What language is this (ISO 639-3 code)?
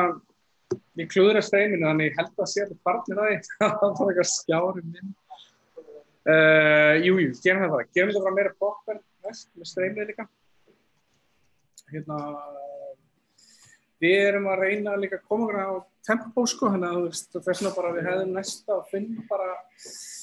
isl